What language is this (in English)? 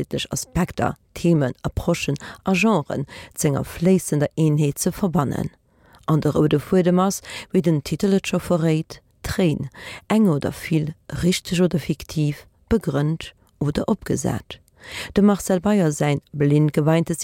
Luxembourgish